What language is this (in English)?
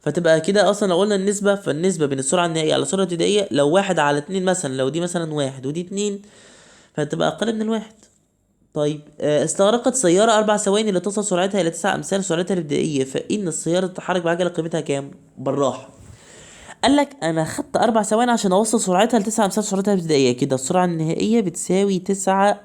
Egyptian Arabic